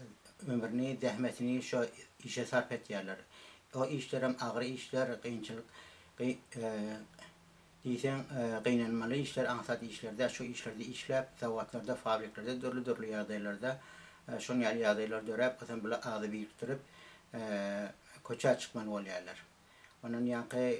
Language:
Turkmen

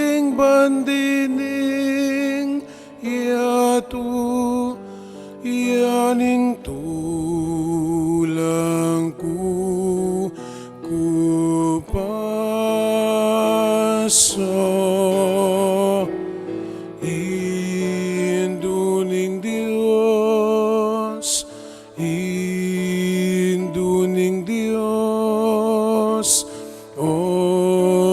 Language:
Pampanga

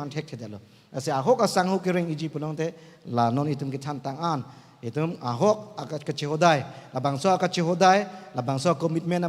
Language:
Karbi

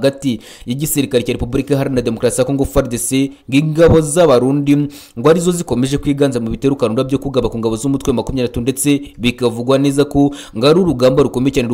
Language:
Kinyarwanda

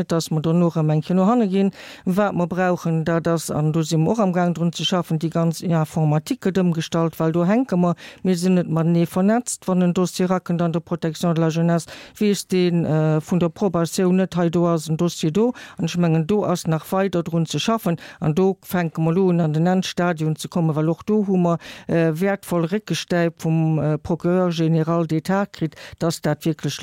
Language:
Luxembourgish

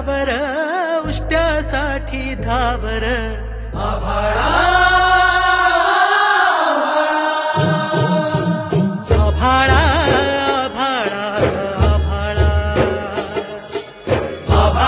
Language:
Marathi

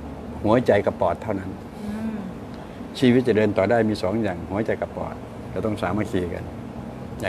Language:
Thai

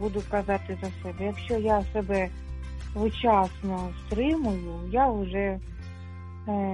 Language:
Ukrainian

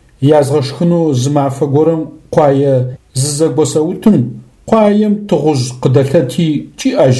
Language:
Adyghe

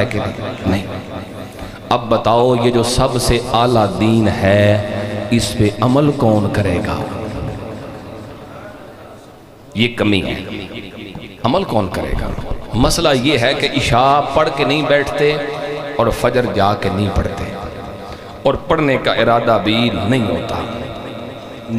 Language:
Urdu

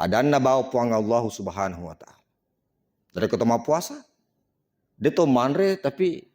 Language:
Buginese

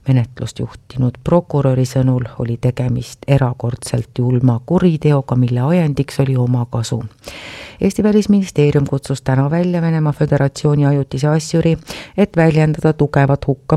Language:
Estonian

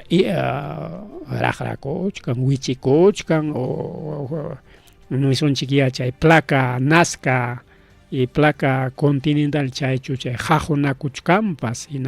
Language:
Ayacucho Quechua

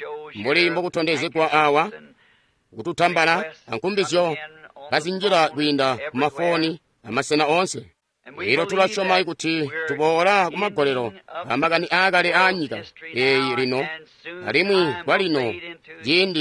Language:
Tonga (Zambia)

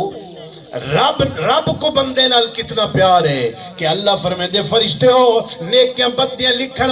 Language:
Saraiki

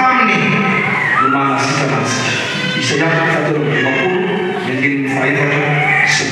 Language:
Malagasy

